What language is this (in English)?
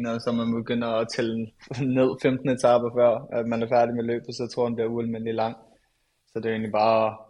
Danish